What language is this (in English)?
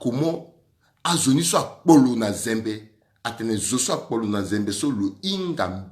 Sango